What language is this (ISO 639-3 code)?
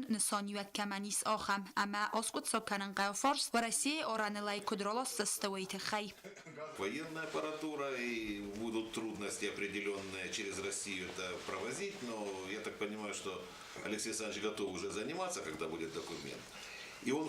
oss